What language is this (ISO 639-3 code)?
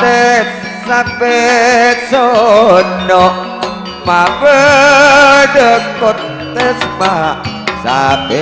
mad